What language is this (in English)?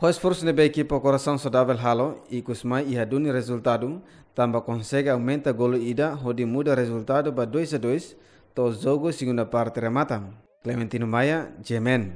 Tetum